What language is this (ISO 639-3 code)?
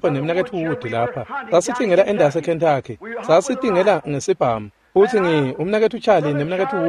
ssw